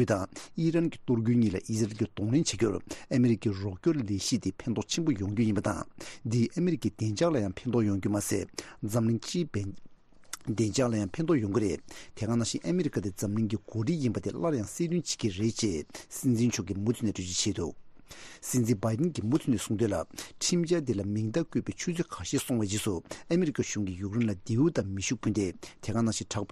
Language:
Tibetan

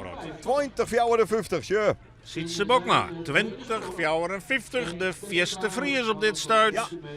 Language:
Western Frisian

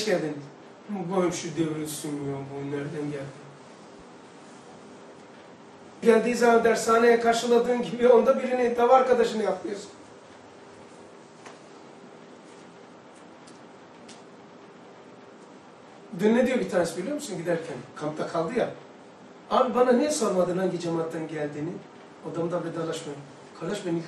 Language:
Turkish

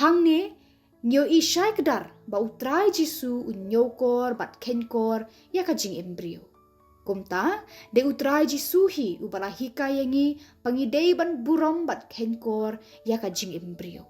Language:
Khasi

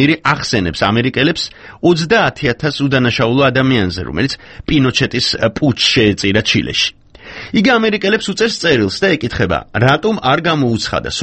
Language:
Georgian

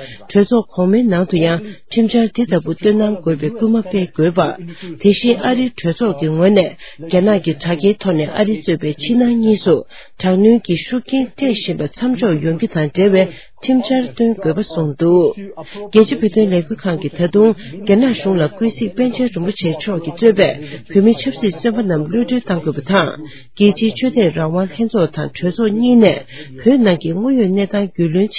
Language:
Tibetan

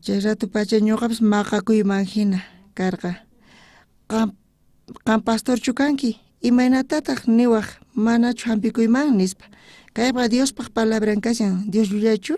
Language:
South Bolivian Quechua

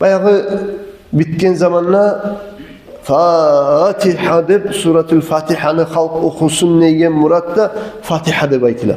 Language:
Kumyk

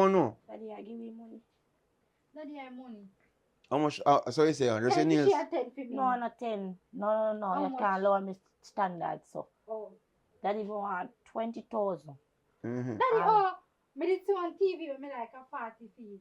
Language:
Jamaican Creole English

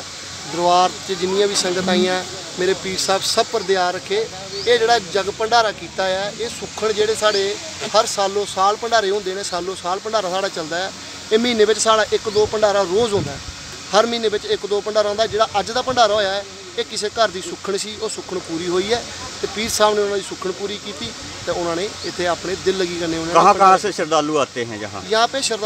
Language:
Punjabi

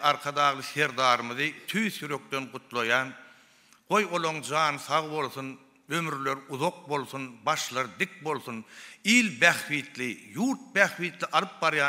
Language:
Turkmen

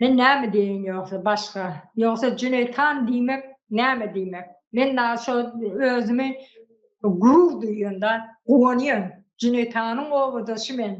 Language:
Turkmen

